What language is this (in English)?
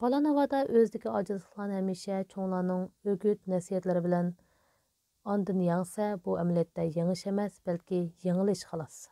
Uyghur